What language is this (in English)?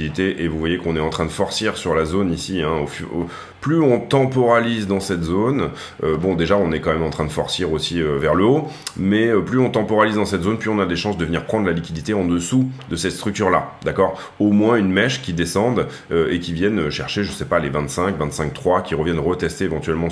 French